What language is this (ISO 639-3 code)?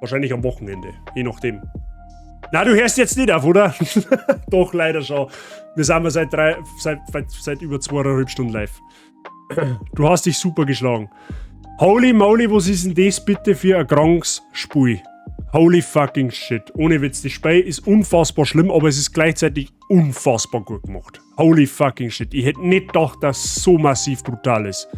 bar